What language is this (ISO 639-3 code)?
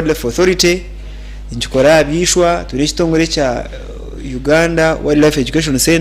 nyn